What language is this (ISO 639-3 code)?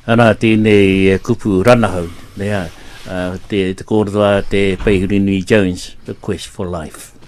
mri